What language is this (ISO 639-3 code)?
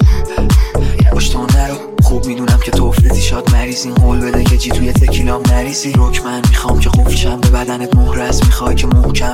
fas